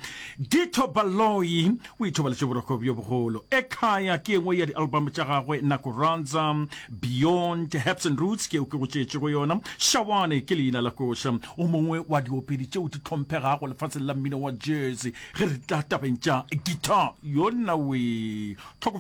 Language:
Northern Sotho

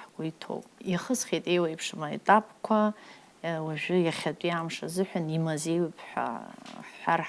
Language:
Abkhazian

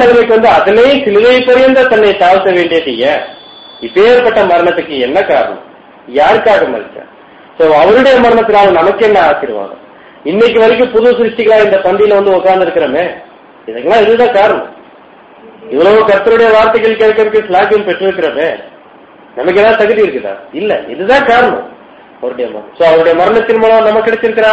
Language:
Tamil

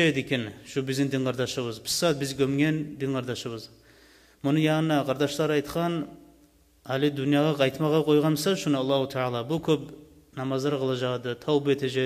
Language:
Kumyk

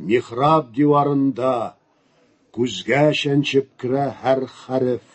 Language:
Tatar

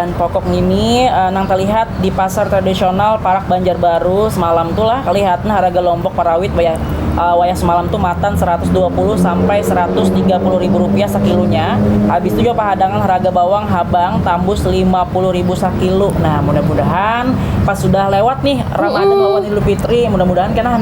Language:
Banjar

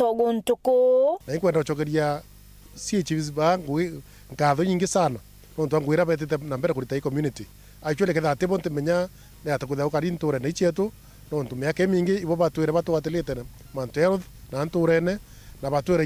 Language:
Meru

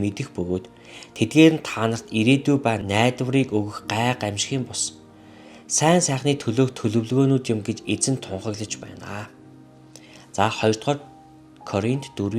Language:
Mongolian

